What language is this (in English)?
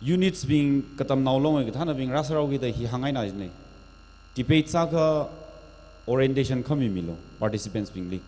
Tangkhul Naga (India)